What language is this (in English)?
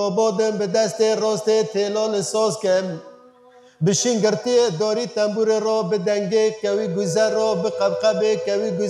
Kurdish